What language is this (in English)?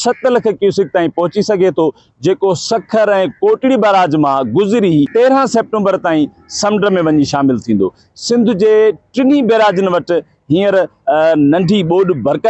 Sindhi